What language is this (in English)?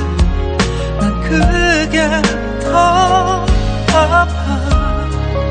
Korean